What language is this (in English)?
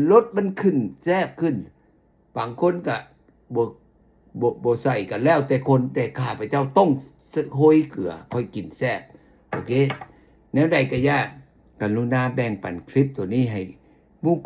Lao